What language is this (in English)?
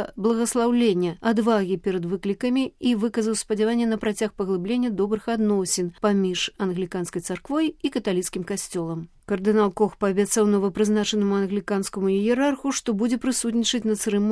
Belarusian